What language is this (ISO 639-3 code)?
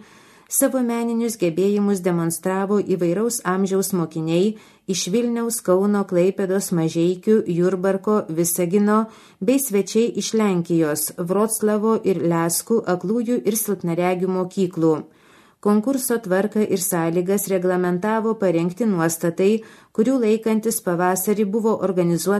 lit